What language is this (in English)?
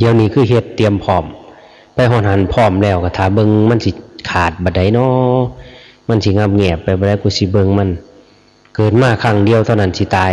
Lao